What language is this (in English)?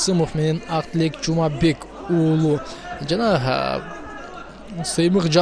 Kyrgyz